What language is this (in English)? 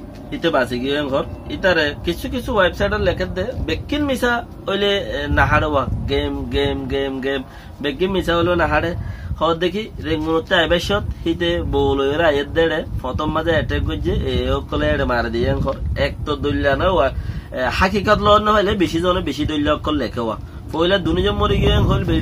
Rohingya